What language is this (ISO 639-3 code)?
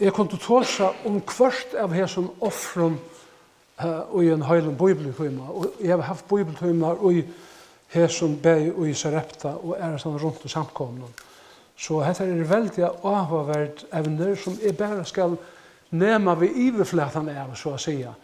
fao